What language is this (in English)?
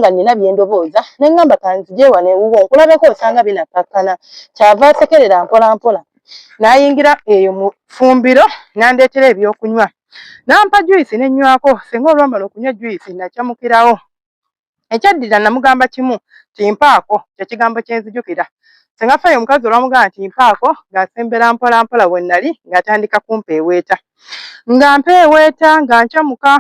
Ganda